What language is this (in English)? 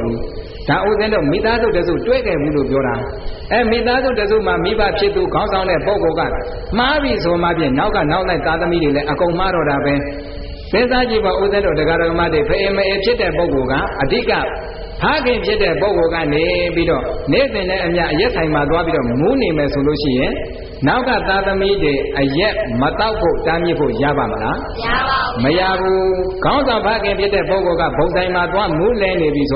Burmese